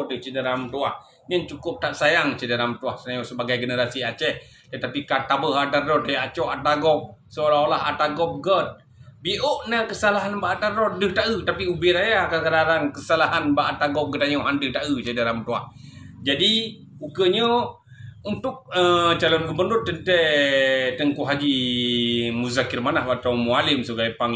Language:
Achinese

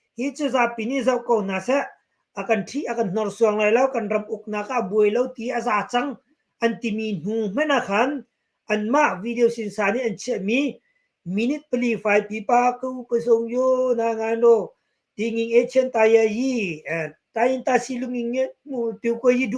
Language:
Hakha Chin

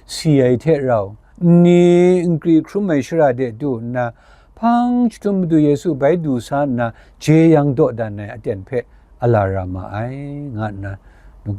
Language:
Kachin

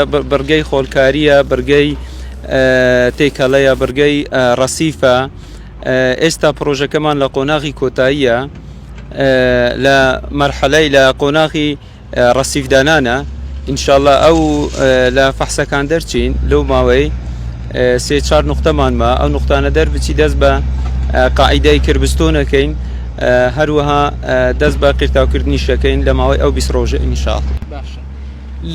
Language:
Central Kurdish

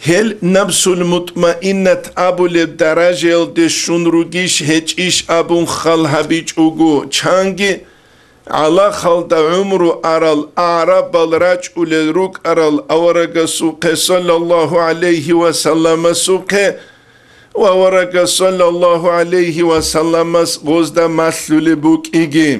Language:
Avaric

